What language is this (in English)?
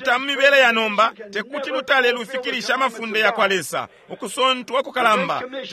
Bemba